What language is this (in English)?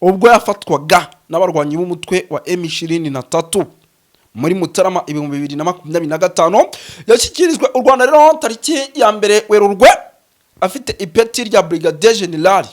Kinyarwanda